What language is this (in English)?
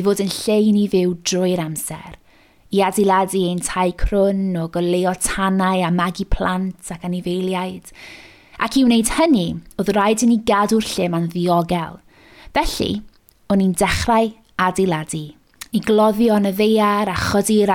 Welsh